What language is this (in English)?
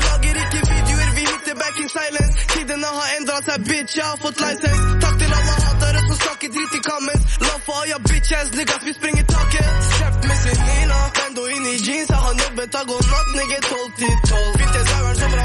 Norwegian